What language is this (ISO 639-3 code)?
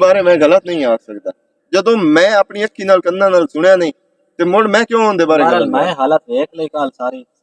lah